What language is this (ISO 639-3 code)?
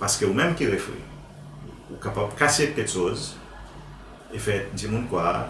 crs